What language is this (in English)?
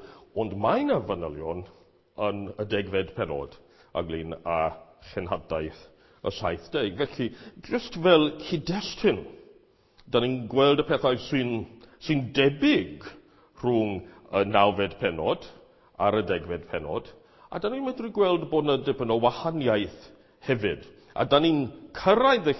Welsh